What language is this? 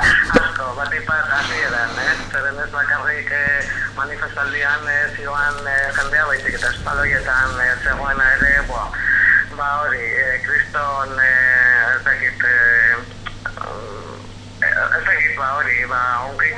Basque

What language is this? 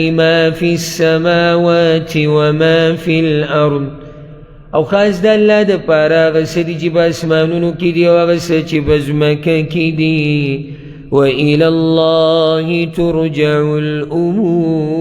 Pashto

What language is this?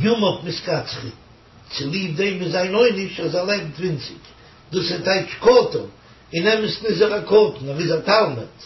Yiddish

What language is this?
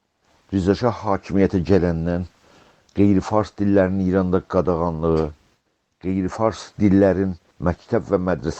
South Azerbaijani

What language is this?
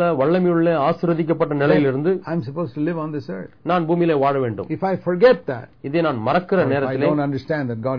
Tamil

